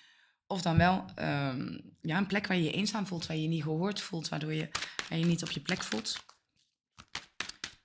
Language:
Dutch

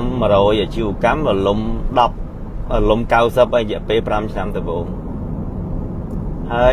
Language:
Khmer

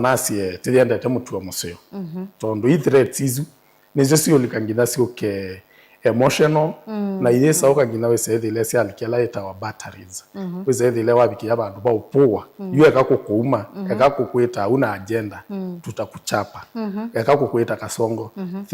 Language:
Kamba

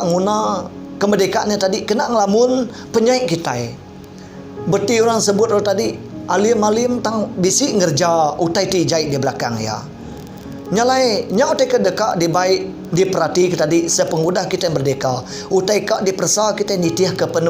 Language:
Iban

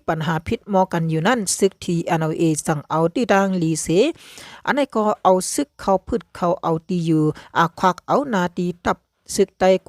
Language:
Shan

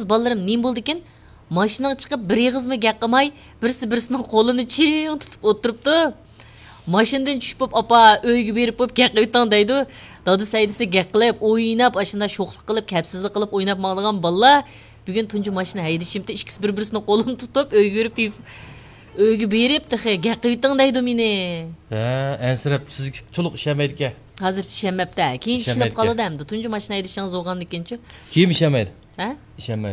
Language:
Uyghur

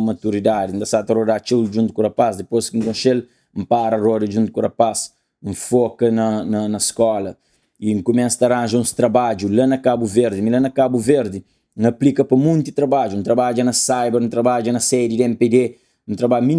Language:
Kabuverdianu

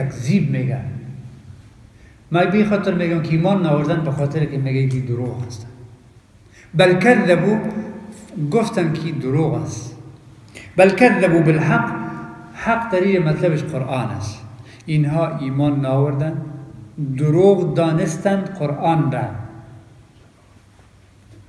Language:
Persian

